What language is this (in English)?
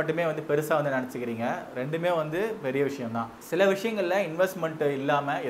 Tamil